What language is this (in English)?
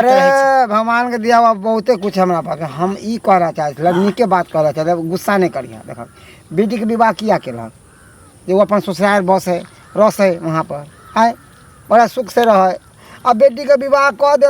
Maithili